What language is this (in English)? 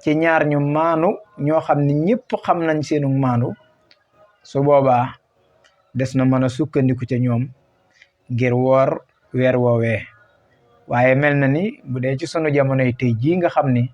Wolof